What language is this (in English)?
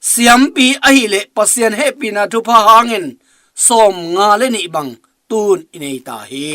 Tedim Chin